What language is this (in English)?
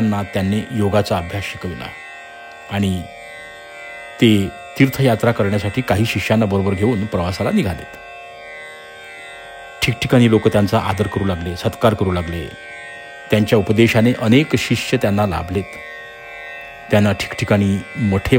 Marathi